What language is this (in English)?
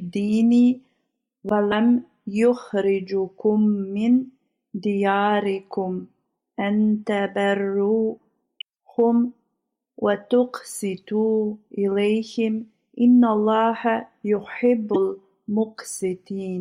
Bosnian